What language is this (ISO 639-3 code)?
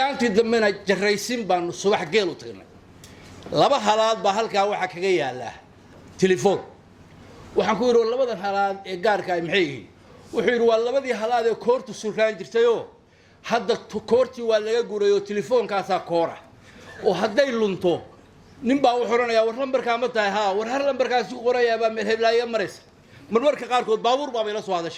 som